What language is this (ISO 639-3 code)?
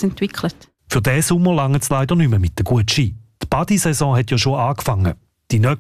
deu